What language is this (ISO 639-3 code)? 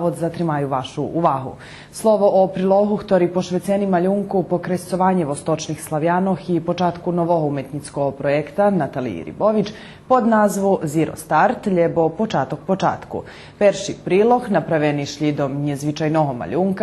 rue